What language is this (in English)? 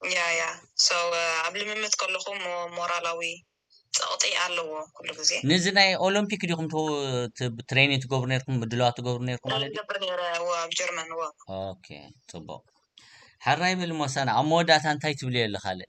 Tigrinya